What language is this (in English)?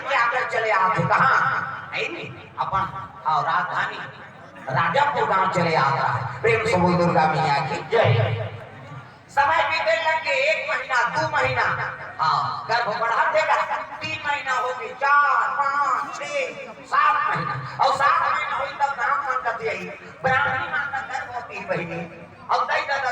Chhattisgarhi